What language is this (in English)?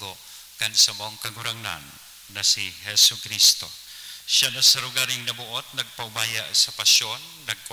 Bikol